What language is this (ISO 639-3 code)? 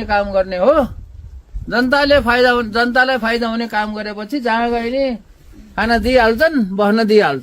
nep